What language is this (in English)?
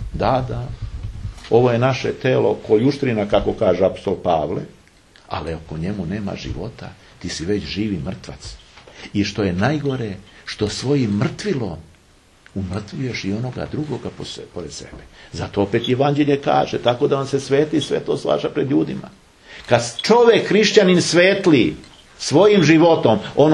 Serbian